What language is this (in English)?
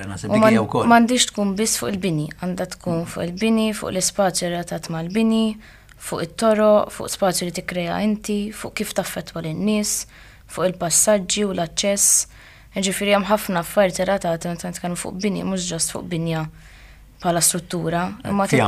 Maltese